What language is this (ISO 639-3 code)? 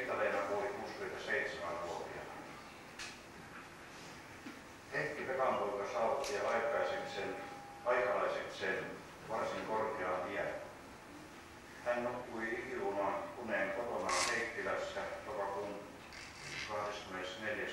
fin